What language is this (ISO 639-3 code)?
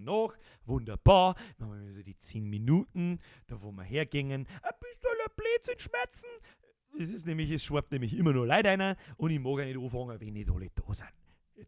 bar